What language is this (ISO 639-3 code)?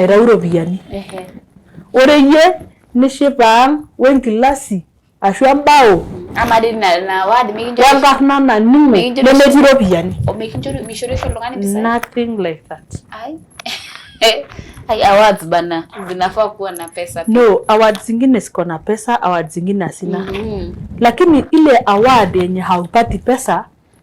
mas